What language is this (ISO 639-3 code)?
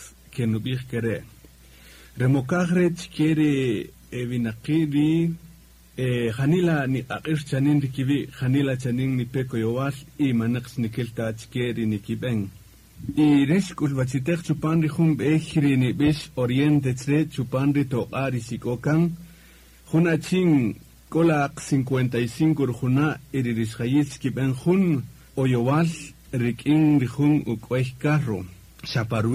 cak